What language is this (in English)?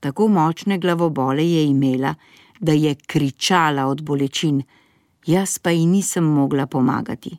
Slovenian